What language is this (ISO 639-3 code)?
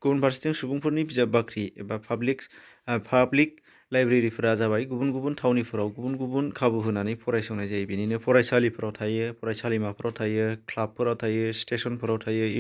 brx